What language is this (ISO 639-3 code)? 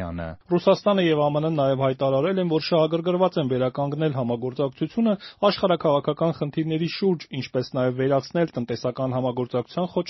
hye